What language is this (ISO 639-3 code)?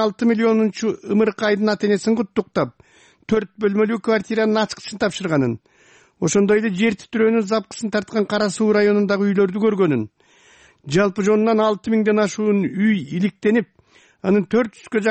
kir